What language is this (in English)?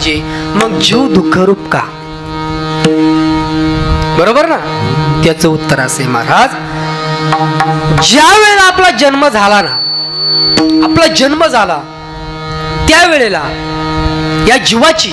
Marathi